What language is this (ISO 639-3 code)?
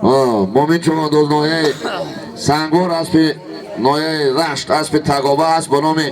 tgk